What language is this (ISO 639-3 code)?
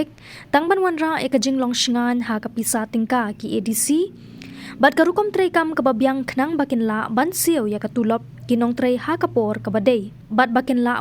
kha